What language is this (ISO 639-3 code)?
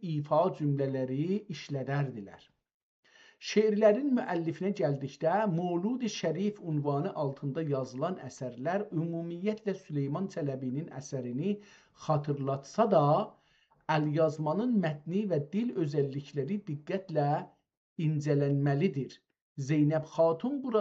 azb